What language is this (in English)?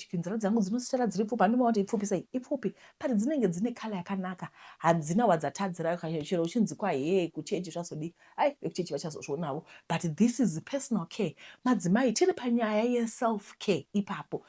Shona